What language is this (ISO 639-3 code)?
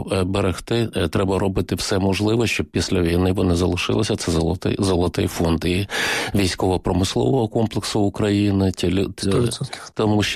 ukr